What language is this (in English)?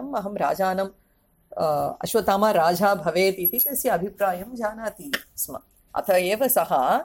Sanskrit